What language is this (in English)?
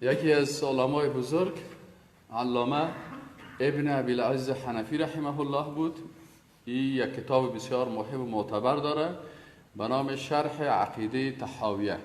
Persian